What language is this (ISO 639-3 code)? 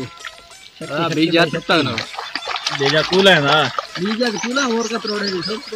skr